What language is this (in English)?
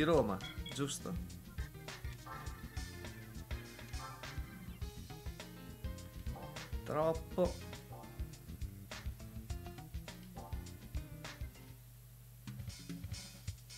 Italian